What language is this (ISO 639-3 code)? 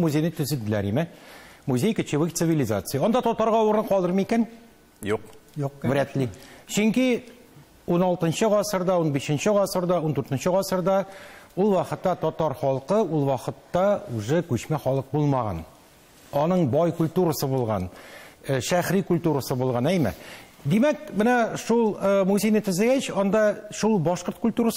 tat